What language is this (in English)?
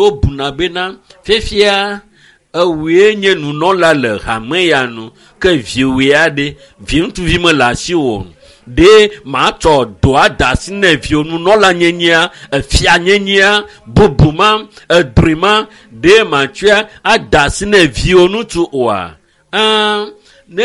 Ewe